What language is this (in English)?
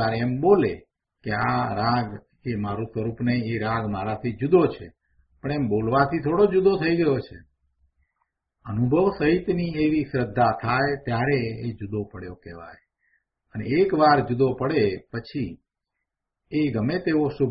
Gujarati